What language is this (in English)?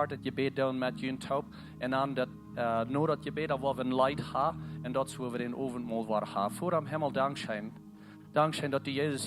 Plautdietsch